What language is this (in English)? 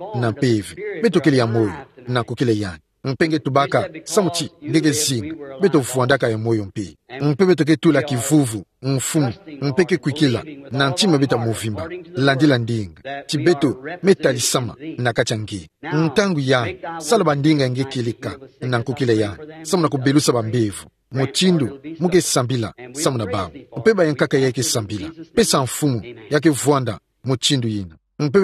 Kituba (Democratic Republic of Congo)